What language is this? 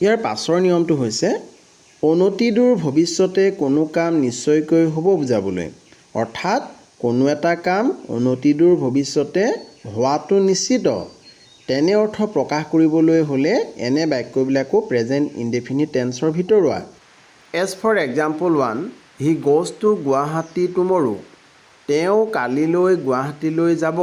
Assamese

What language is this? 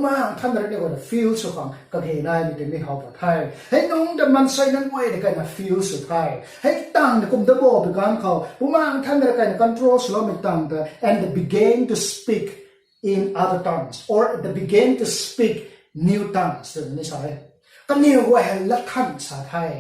Rongmei Naga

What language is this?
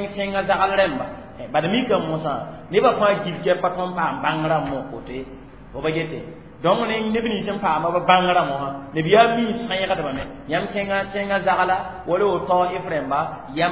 Mossi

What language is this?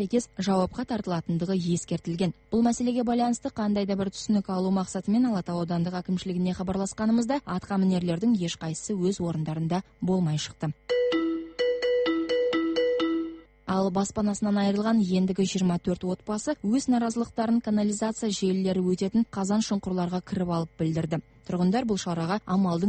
Kazakh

